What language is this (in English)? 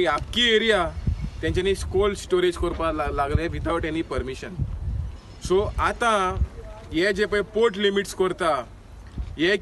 Konkani